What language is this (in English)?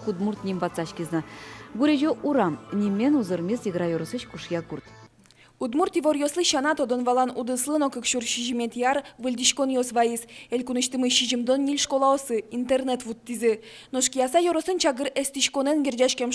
Udmurt